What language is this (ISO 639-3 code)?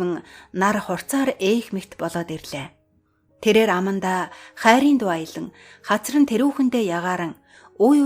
mon